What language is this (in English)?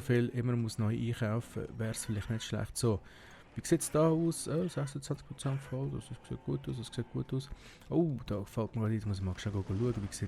Swiss German